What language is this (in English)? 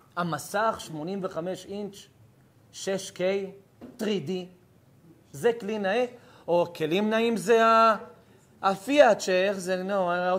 Hebrew